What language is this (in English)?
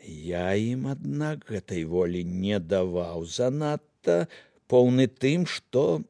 Belarusian